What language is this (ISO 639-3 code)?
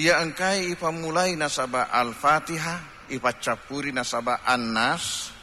bug